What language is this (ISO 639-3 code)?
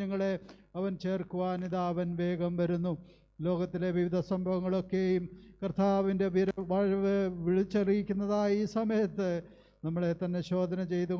mal